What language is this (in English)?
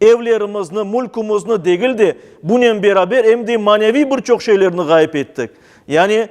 Crimean Tatar